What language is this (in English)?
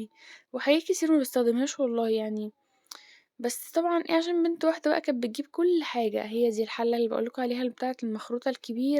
Egyptian Arabic